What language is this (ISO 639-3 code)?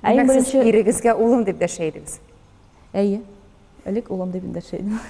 tat